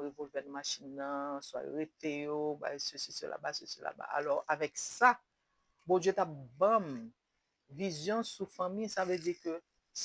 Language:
Haitian Creole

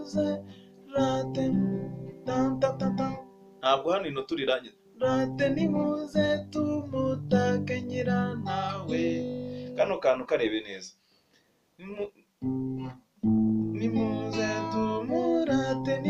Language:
Kinyarwanda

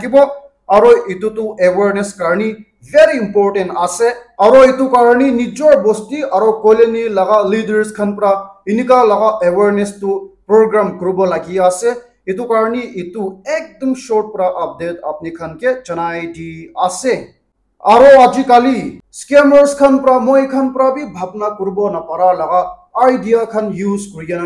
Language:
Naga Pidgin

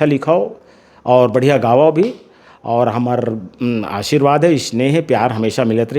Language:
Chhattisgarhi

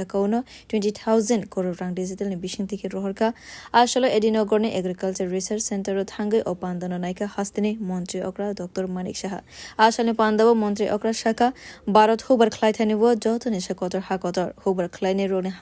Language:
Kok Borok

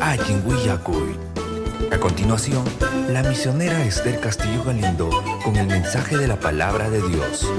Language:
Ayacucho Quechua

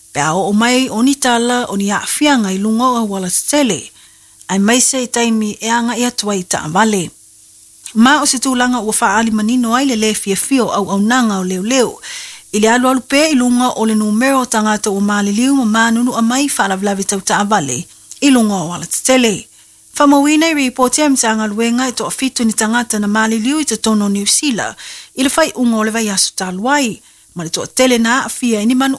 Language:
Samoan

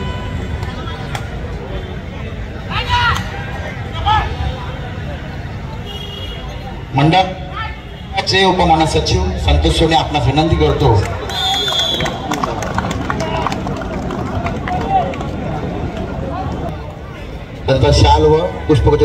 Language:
Marathi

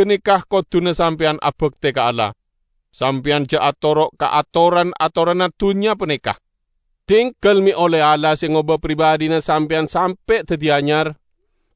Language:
Madurese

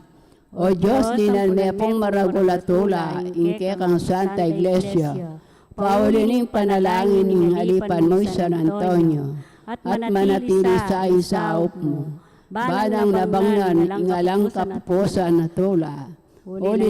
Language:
Pampanga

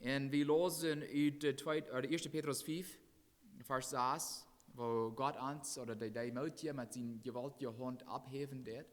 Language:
Plautdietsch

